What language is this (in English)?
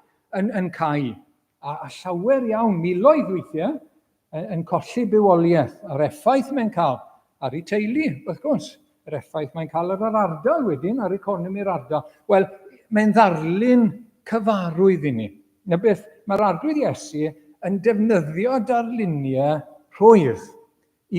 Welsh